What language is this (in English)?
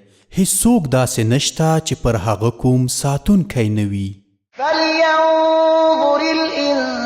Pashto